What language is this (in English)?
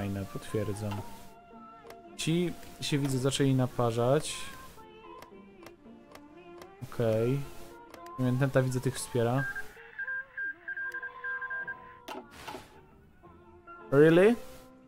Polish